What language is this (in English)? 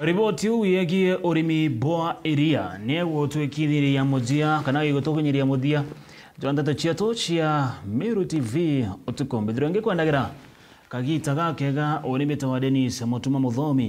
Meru